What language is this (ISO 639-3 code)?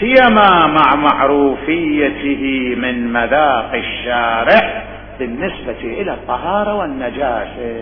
acm